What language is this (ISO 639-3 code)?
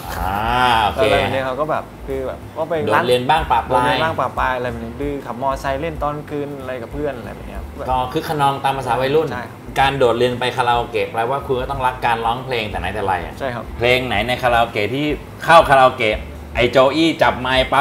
tha